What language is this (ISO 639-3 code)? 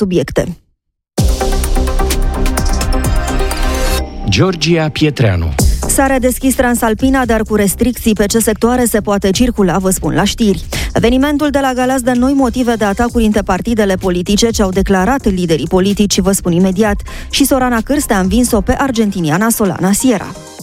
ron